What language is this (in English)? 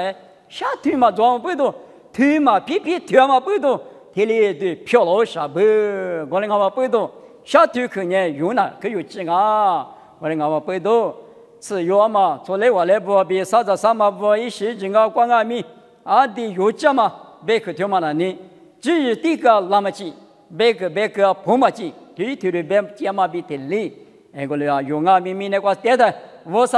Lisu